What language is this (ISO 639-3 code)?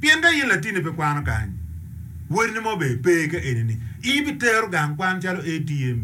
ach